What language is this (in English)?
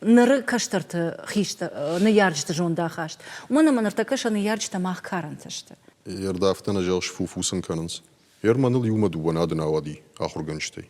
Ossetic